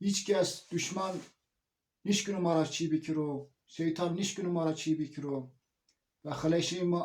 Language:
Zaza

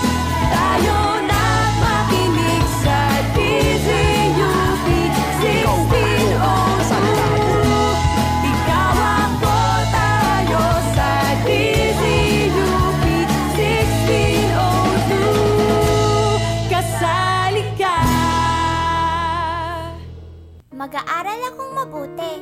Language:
Filipino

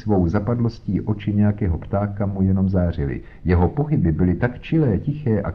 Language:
Czech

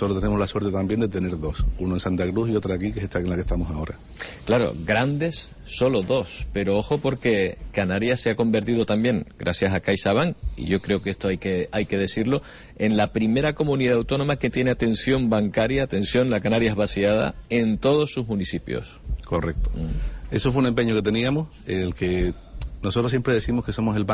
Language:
Spanish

